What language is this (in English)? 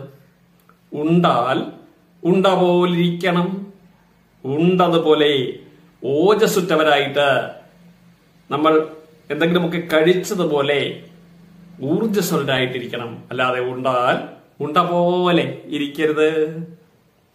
Malayalam